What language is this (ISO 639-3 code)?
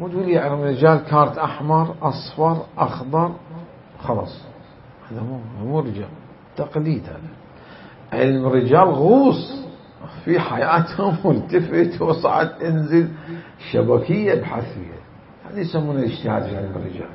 acm